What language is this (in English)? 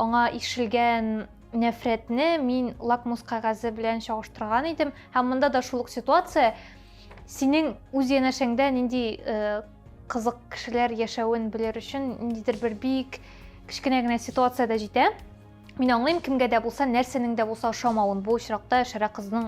Tatar